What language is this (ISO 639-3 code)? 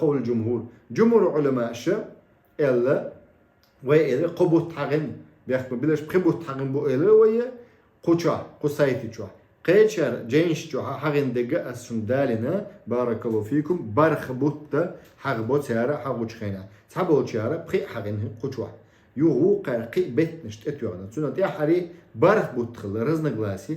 che